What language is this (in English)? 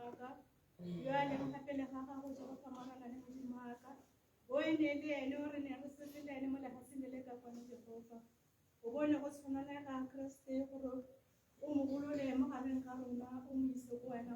Tswana